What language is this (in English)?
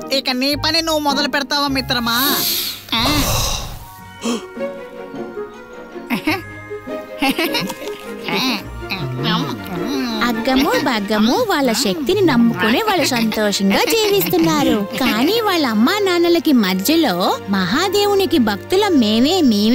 Telugu